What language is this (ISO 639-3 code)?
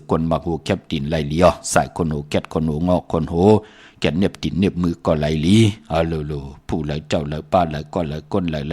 shn